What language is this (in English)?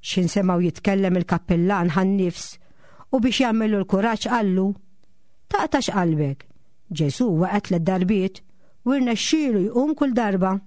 Maltese